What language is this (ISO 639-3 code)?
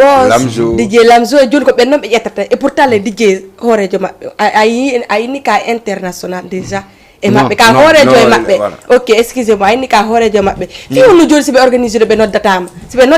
ful